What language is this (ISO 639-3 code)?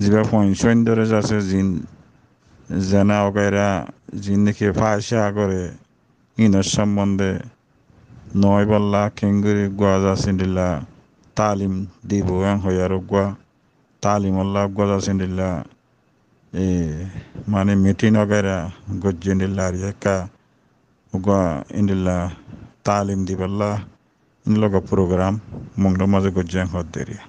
rhg